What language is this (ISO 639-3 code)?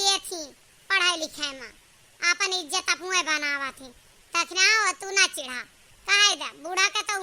awa